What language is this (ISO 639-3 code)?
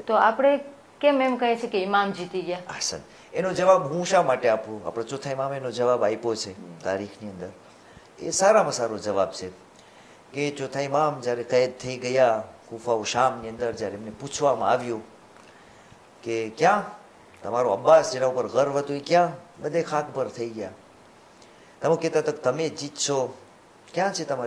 guj